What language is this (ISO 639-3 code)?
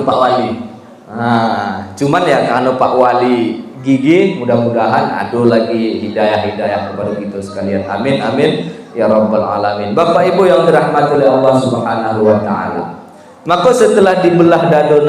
min